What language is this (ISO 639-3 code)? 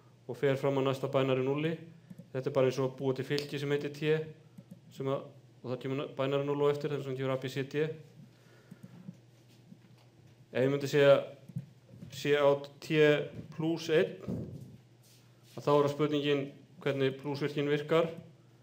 isl